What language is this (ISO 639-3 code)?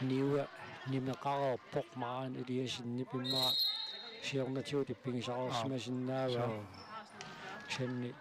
kal